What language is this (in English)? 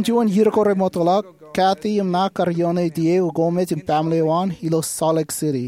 Marshallese